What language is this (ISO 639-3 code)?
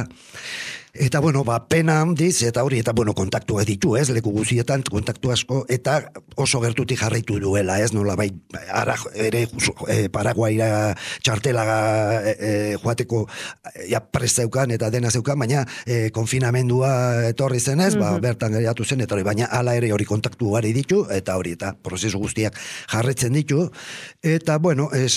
eus